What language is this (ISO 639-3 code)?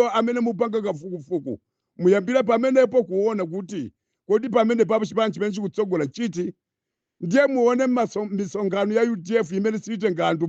nya